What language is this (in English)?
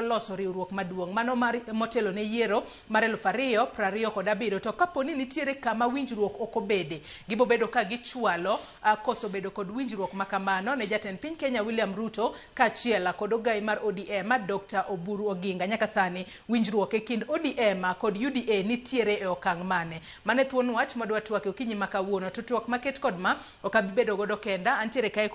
Luo (Kenya and Tanzania)